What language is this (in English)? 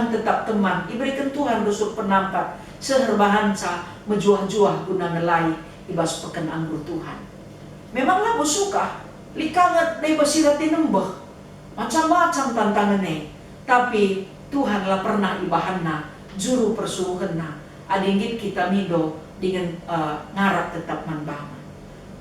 Batak Karo